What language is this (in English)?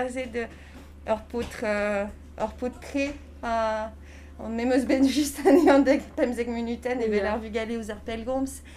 Breton